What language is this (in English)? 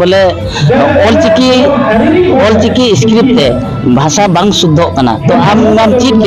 Santali